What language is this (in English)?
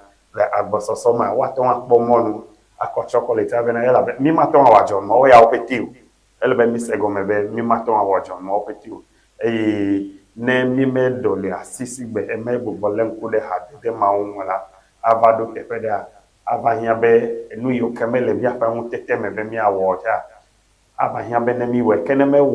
Ewe